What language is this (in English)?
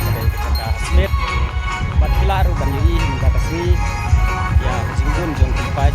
Khasi